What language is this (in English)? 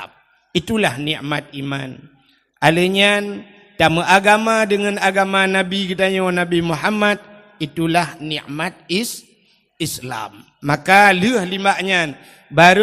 Achinese